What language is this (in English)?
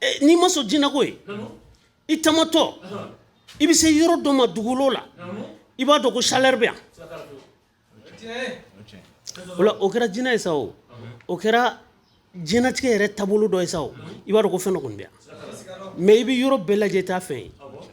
Bambara